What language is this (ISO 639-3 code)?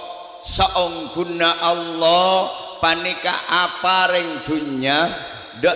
mad